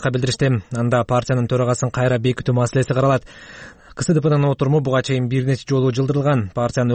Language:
Kyrgyz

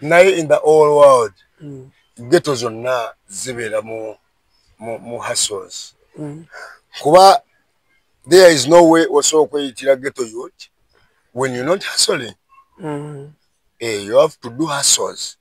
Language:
Ganda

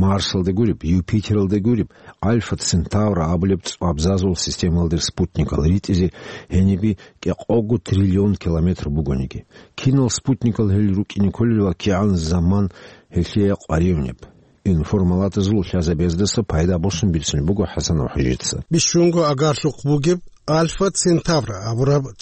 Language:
Avaric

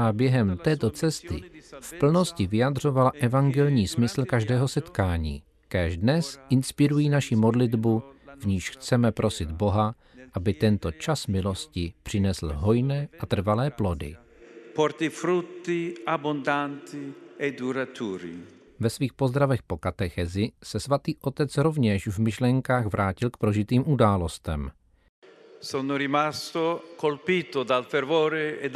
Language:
Czech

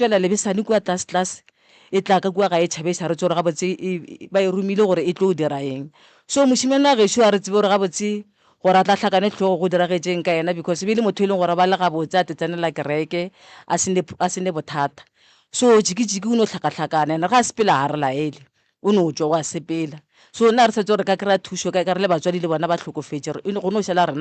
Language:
Northern Sotho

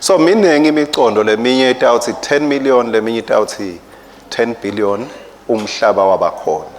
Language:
Swati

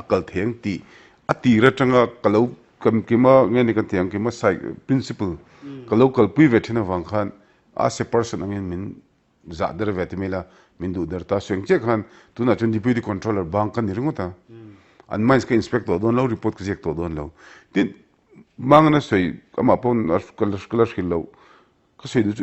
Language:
Mizo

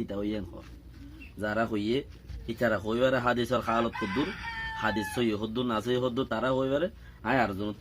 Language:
Rohingya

